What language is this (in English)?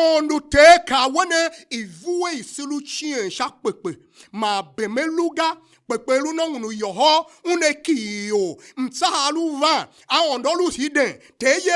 Tiv